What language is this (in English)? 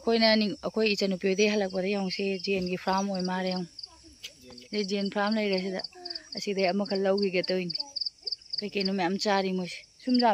Manipuri